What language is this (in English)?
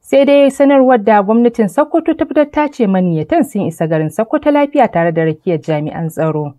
Hausa